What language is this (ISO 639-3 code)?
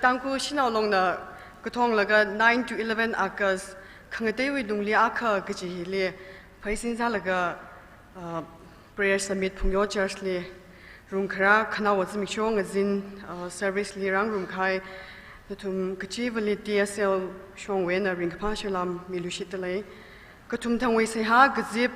nmf